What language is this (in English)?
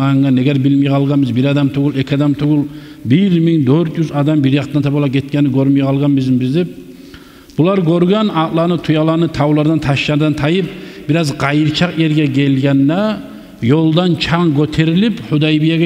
Kumyk